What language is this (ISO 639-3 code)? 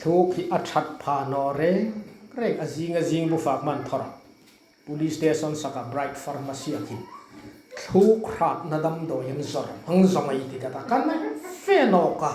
hmr